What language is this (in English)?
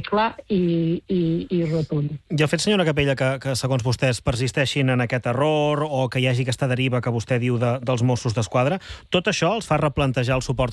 Catalan